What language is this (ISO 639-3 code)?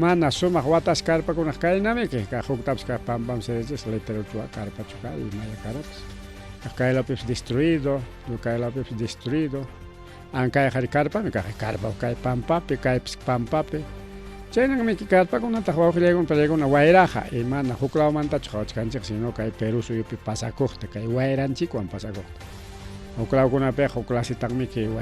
quy